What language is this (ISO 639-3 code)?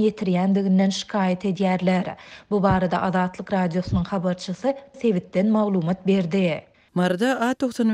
tuk